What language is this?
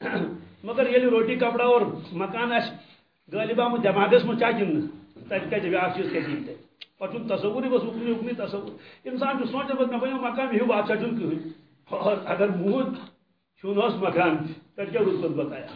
Kashmiri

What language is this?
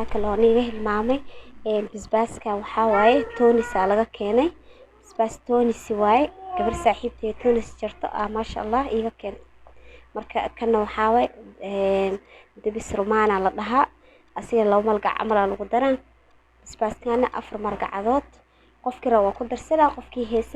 Somali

